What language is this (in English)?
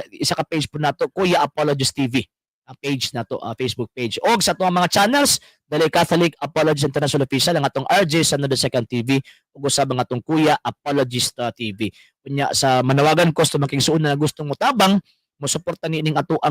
Cebuano